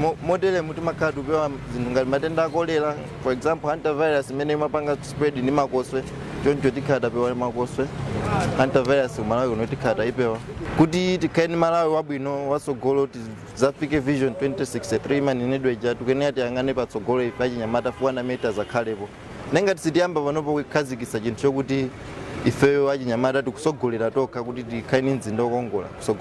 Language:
Nyanja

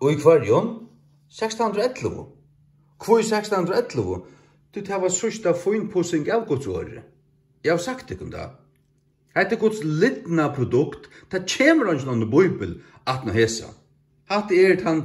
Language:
Faroese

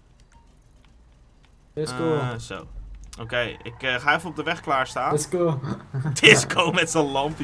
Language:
Dutch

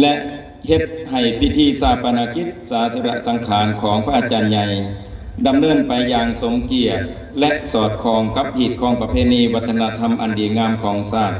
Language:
Lao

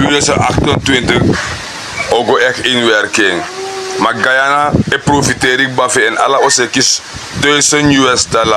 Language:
Sranan Tongo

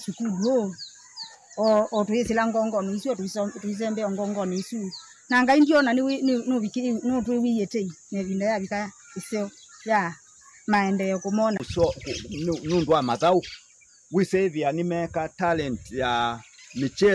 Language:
Kamba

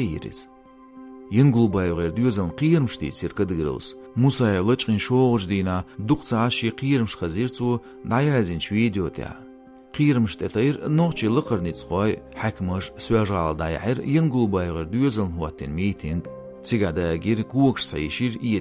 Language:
Chechen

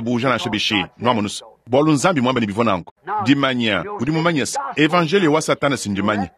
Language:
Luba-Lulua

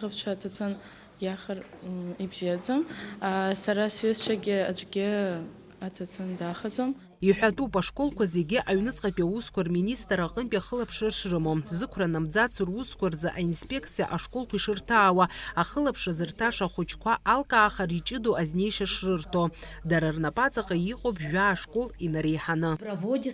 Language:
Abkhazian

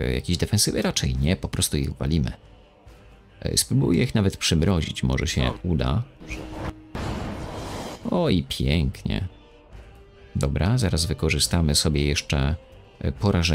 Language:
Polish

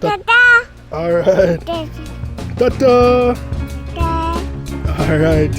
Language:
Jamaican Creole English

